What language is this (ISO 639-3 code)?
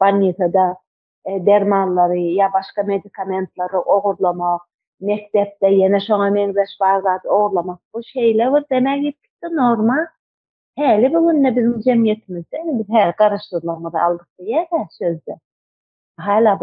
tuk